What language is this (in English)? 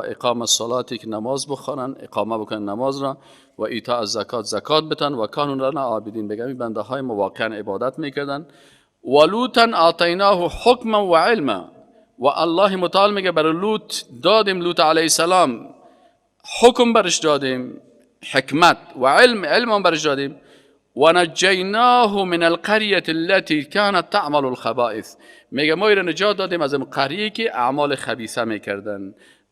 Persian